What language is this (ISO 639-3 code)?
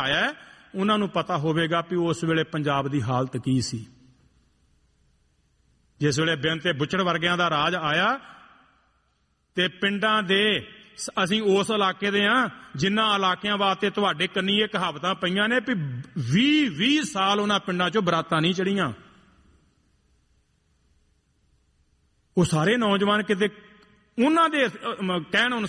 pan